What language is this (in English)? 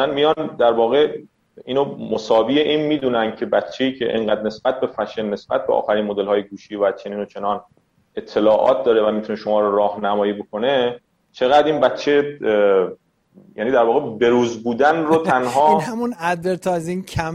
Persian